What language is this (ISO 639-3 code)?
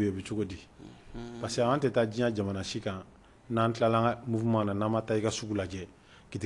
bam